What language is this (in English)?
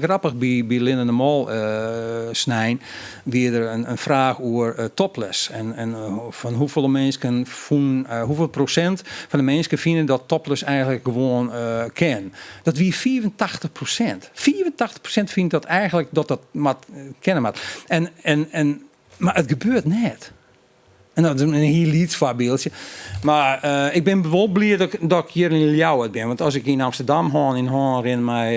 Western Frisian